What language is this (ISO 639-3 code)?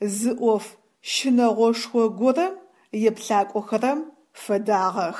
ady